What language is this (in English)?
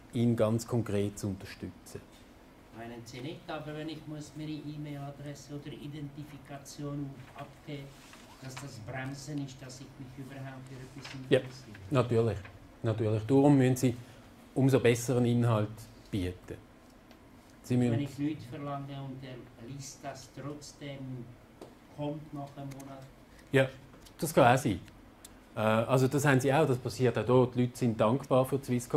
German